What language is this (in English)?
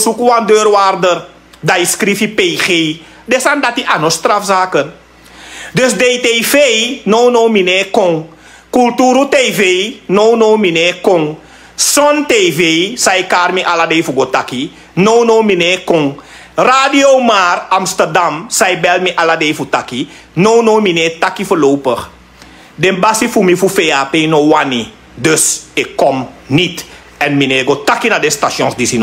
Sranan Tongo